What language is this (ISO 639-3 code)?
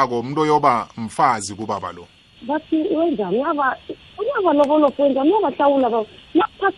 nbl